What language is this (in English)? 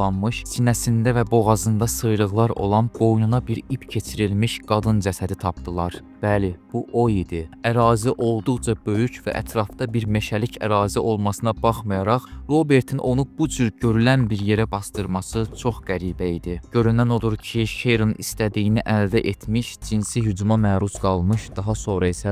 Azerbaijani